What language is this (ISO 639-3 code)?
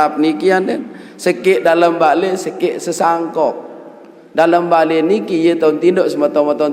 sas